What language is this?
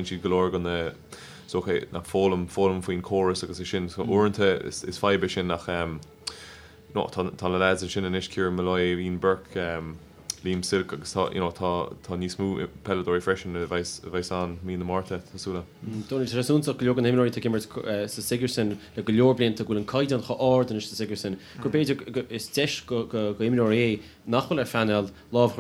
Irish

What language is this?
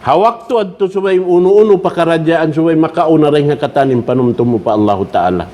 Tausug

